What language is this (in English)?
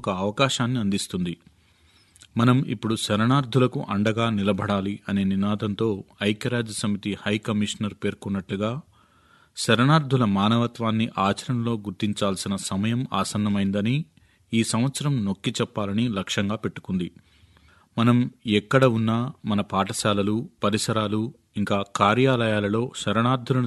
Telugu